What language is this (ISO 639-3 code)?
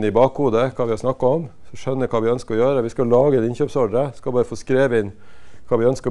nor